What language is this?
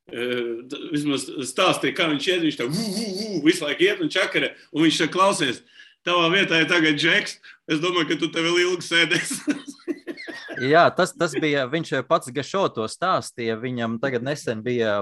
Latvian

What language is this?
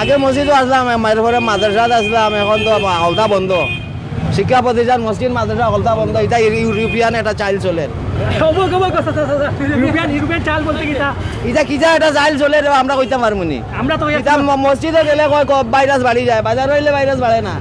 Sylheti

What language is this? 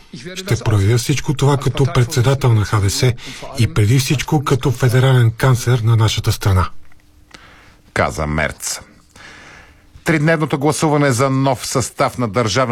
Bulgarian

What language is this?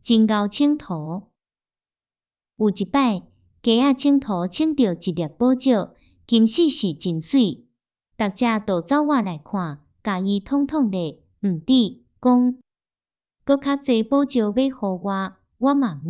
Min Nan Chinese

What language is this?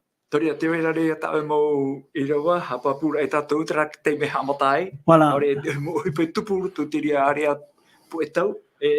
Tahitian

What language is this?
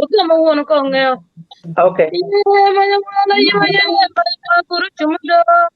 Acoli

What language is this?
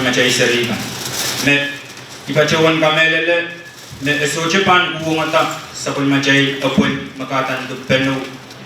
Pohnpeian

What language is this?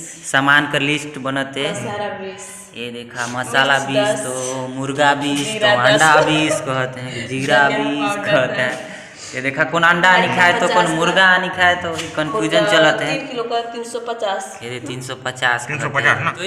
Chhattisgarhi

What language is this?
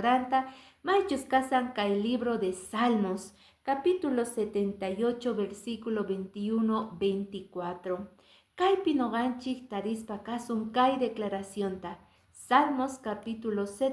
Quechua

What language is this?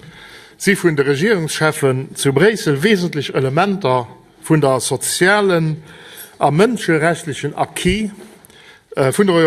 Luxembourgish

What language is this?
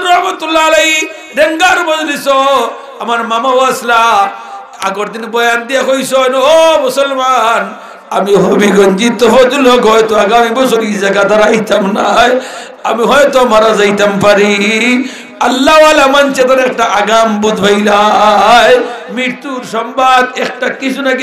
Sylheti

